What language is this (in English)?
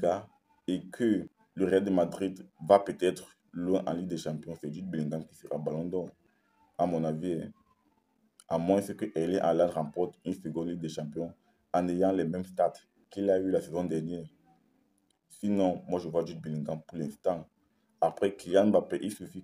French